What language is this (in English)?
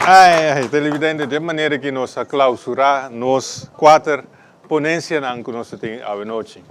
Papiamento